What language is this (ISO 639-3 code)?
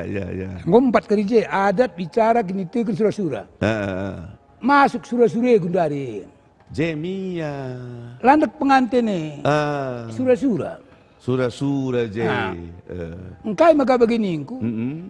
btx